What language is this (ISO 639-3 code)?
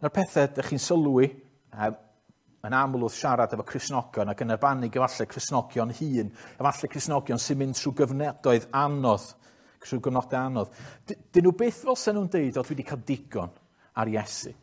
cym